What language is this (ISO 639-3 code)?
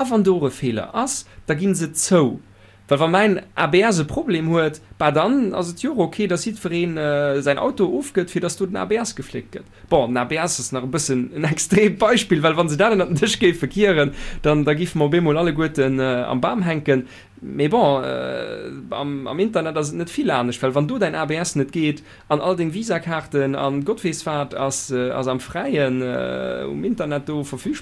ltz